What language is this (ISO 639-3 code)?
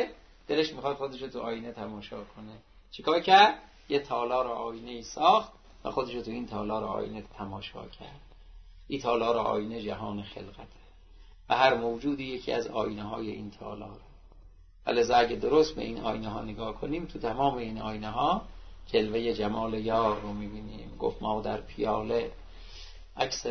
fas